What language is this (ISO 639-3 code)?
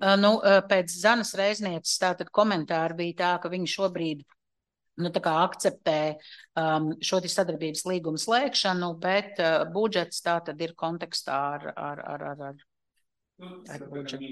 lav